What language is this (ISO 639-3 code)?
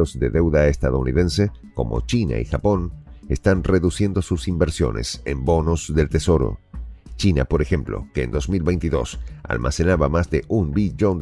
spa